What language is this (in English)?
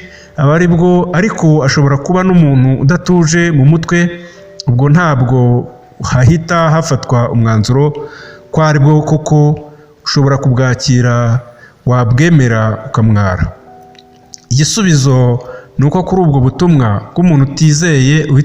Kinyarwanda